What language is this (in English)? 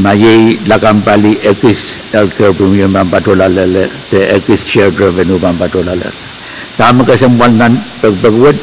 Pohnpeian